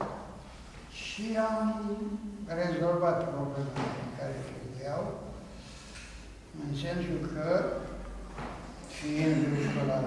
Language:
Romanian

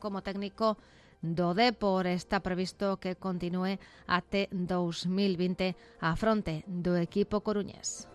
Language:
Galician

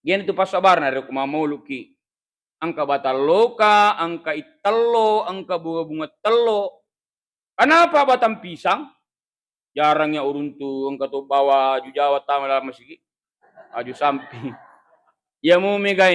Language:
Buginese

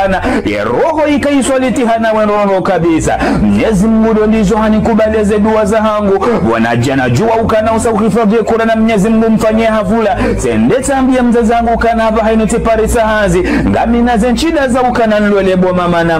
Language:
Ngazidja Comorian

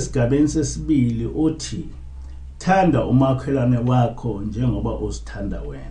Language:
Zulu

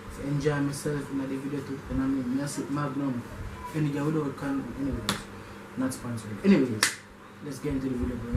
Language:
Jamaican Creole English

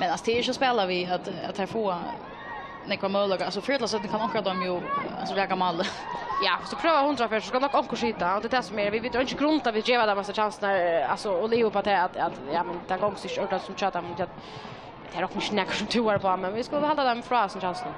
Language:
Faroese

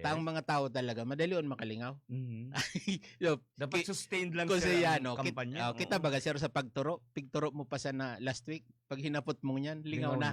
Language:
Bikol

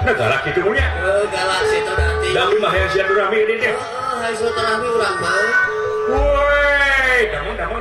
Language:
Sundanese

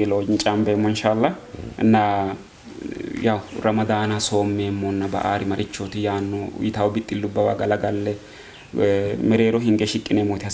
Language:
Sidamo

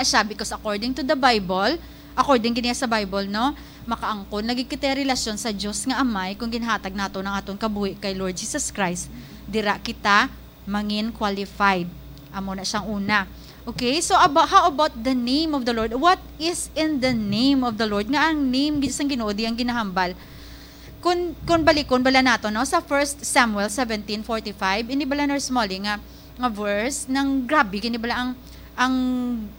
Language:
Hiligaynon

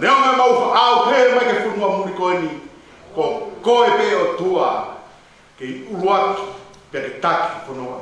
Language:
Tongan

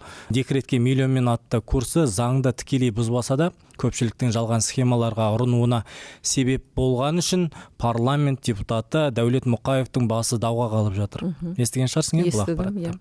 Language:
Kazakh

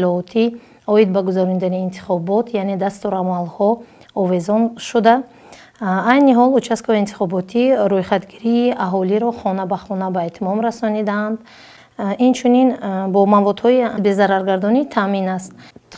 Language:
Tajik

